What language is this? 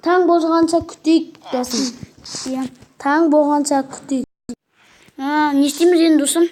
Kazakh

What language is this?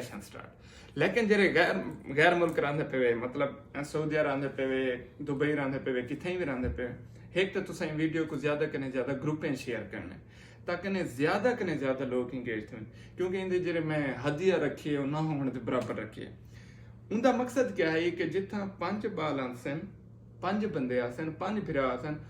Saraiki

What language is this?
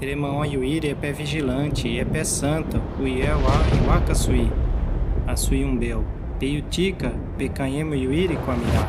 Nheengatu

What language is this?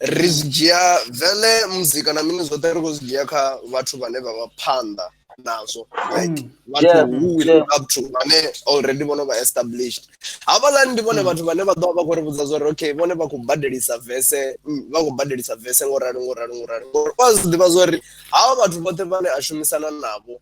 Venda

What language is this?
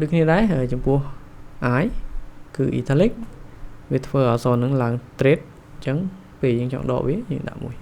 Khmer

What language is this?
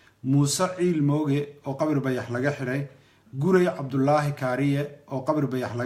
Somali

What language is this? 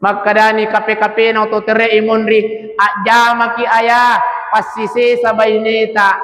Buginese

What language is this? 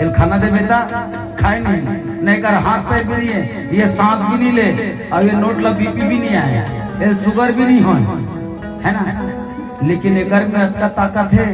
Chhattisgarhi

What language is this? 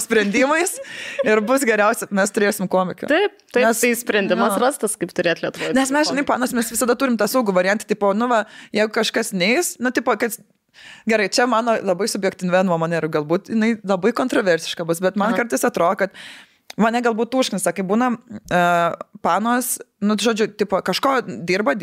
Lithuanian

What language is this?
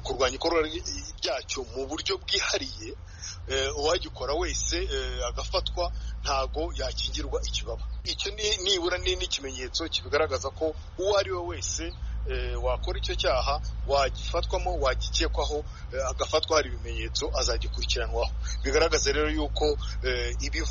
Kinyarwanda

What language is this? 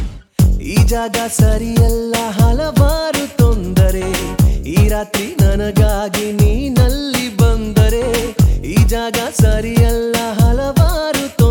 Kannada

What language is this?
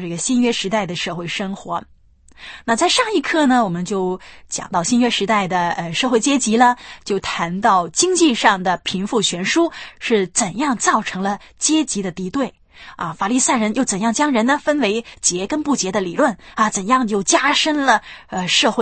Chinese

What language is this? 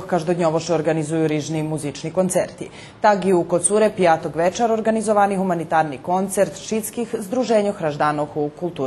Rusyn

